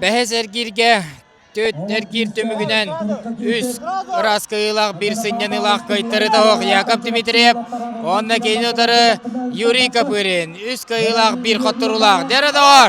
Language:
Yakut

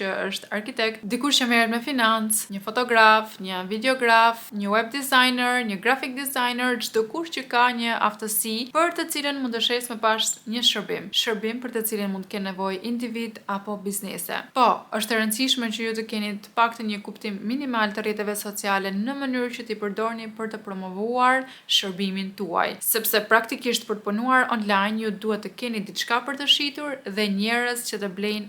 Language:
Albanian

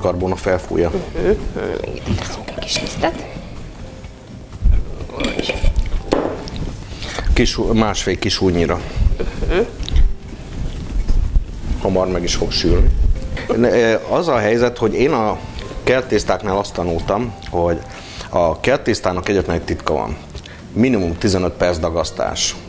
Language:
Hungarian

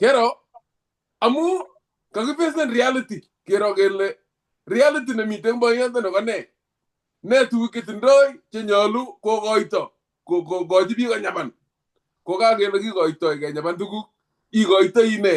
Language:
Kalenjin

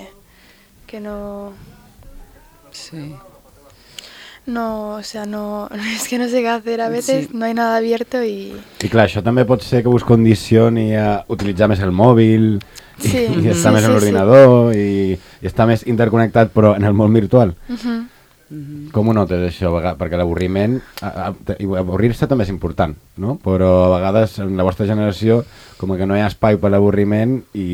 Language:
Catalan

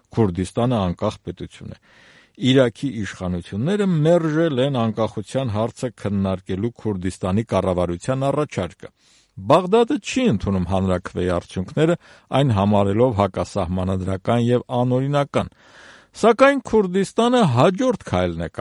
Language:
Armenian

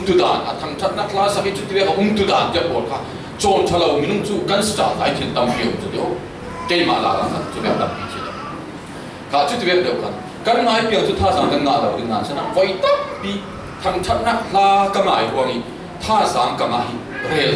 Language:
Falam Chin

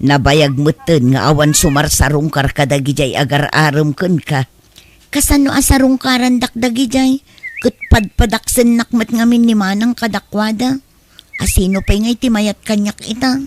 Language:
Iloko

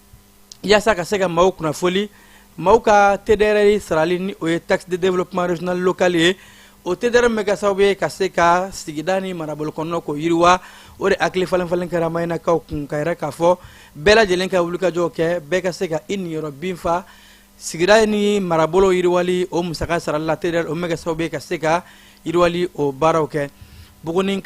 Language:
Bambara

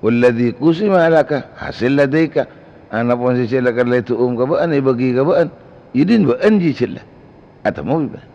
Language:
Madurese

